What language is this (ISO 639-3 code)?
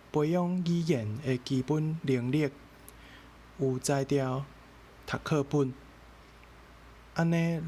nan